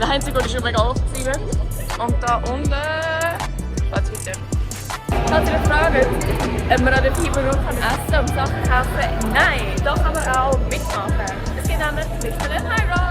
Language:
Swiss German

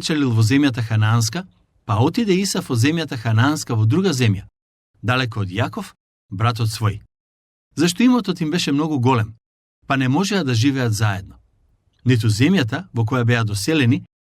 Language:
Macedonian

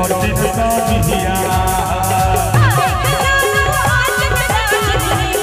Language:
Bhojpuri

